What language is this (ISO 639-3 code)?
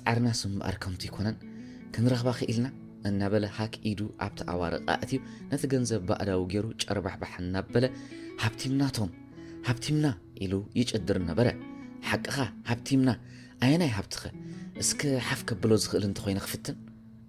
tir